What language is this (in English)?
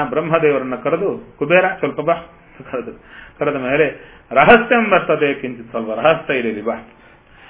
Kannada